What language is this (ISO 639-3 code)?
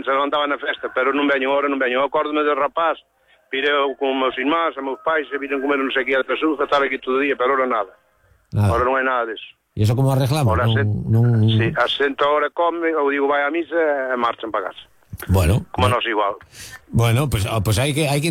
glg